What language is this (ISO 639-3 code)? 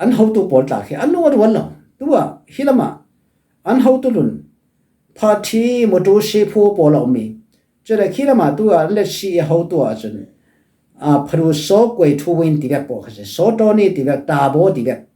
cfm